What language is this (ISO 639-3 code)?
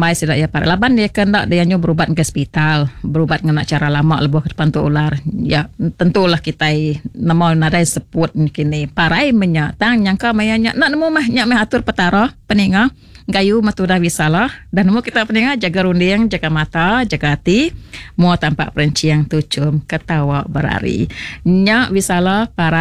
iba